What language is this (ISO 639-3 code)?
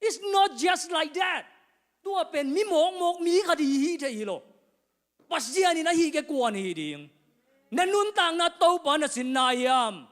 ctd